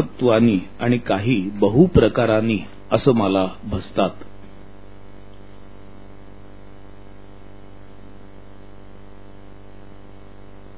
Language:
Marathi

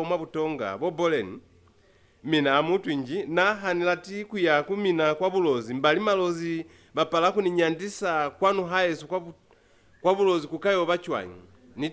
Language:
Lozi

